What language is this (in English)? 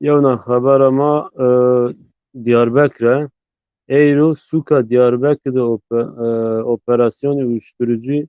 Zaza